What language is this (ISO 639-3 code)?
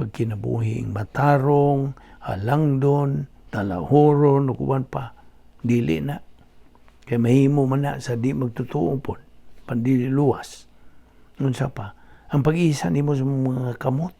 ceb